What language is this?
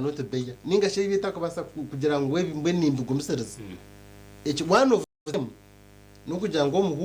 Nyankole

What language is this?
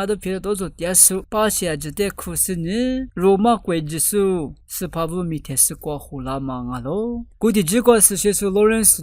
Lisu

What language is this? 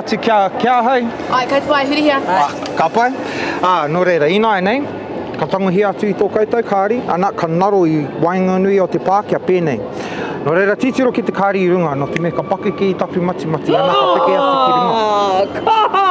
Māori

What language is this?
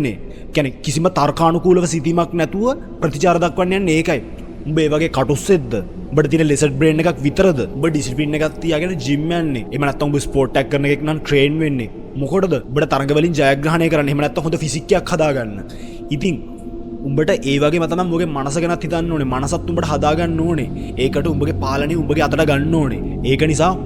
Sinhala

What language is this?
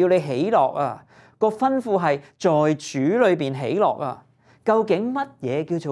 Cantonese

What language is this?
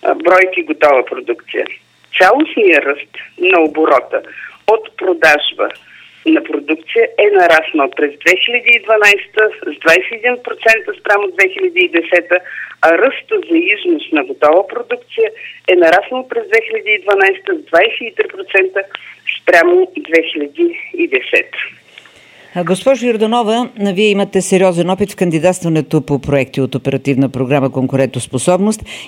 Bulgarian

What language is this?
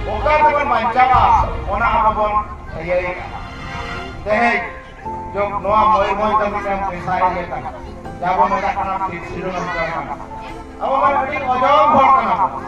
Santali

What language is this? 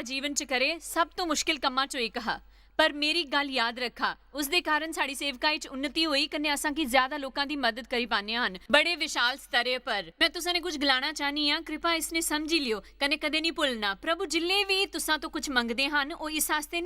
Dogri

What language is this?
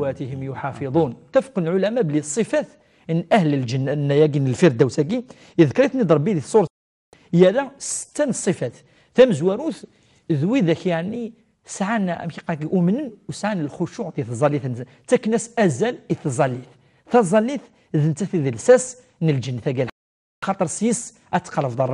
Kabyle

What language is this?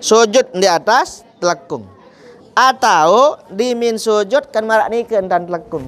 Sasak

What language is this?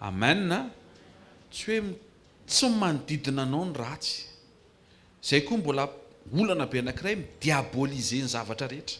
Malagasy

